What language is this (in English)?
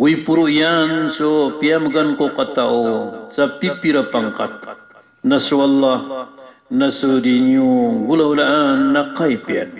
Maranao